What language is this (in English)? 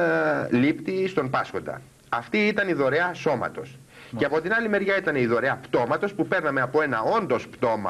Greek